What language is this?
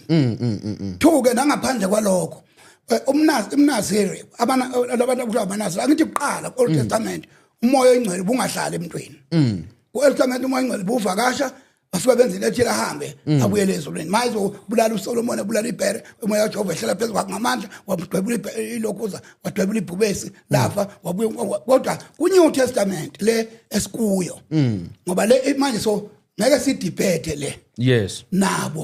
Zulu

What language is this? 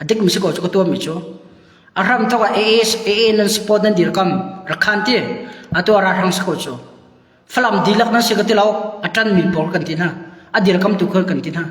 Hakha Chin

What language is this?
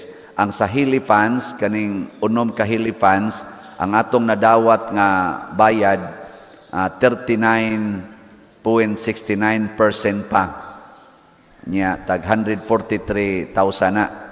Cebuano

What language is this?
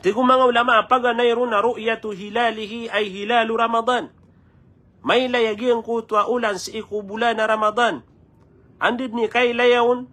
Maranao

